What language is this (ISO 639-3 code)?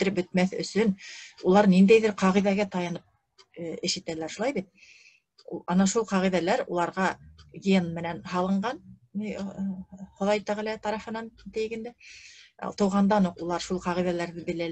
bak